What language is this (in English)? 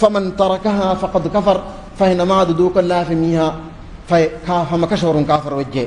Divehi